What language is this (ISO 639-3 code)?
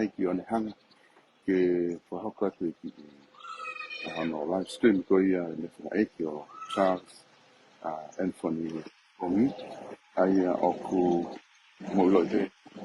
ton